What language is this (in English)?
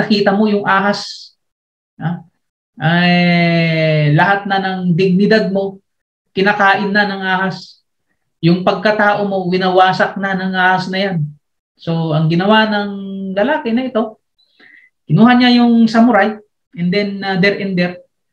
Filipino